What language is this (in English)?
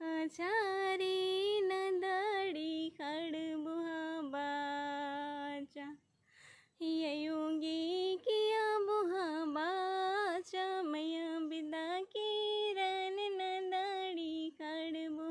Kurukh